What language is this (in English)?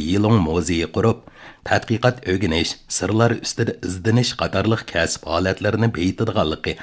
Uyghur